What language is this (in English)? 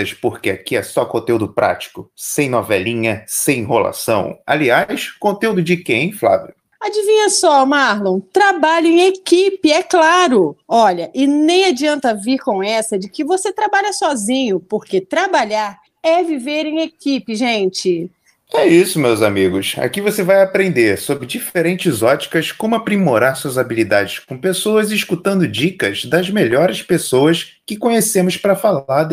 Portuguese